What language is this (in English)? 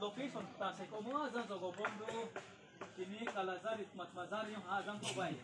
Riang (India)